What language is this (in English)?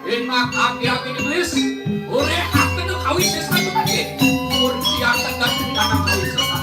Balinese